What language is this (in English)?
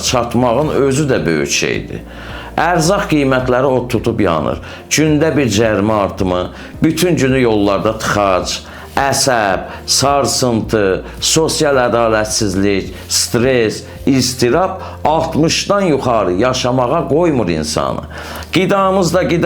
Azerbaijani